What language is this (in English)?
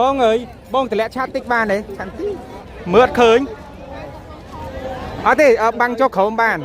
Khmer